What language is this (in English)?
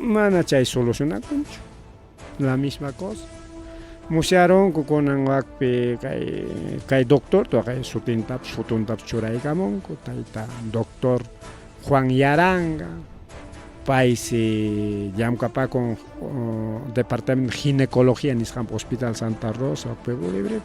Ayacucho Quechua